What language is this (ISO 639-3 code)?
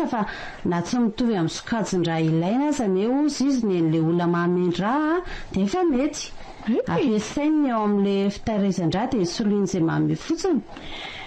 mlg